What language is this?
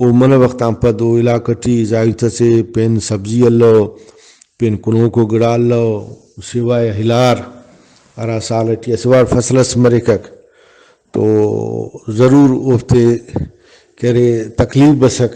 Brahui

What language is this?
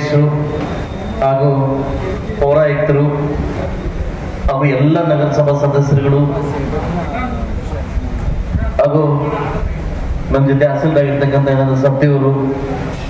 Kannada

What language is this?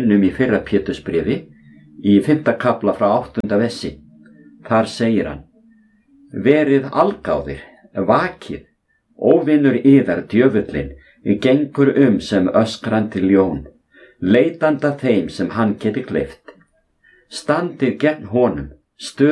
Icelandic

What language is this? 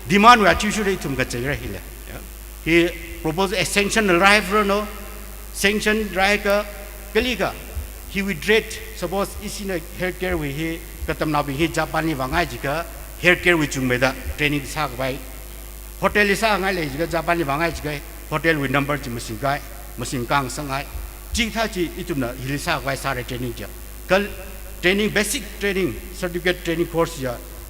Tangkhul Naga (India)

